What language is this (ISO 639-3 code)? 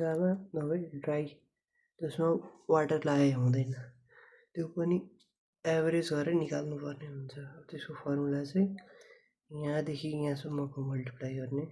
nep